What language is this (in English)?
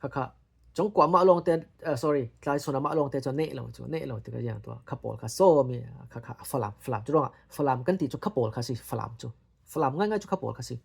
Falam Chin